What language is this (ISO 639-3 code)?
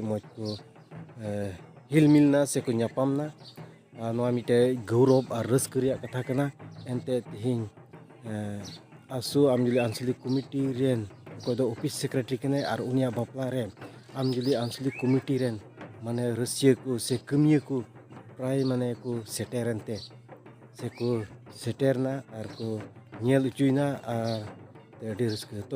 sat